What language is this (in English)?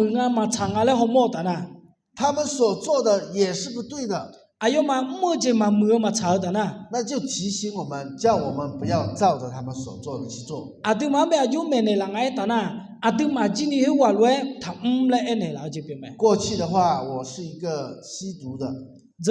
Akha